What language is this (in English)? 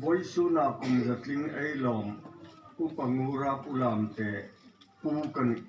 Hmar